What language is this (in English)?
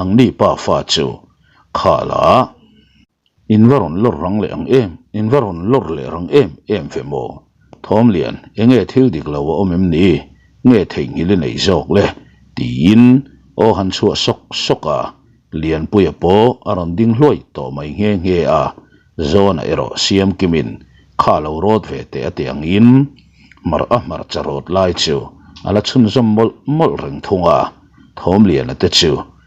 Mizo